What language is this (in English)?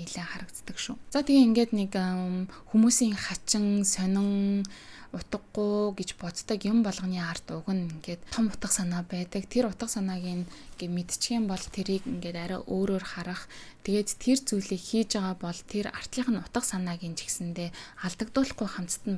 Mongolian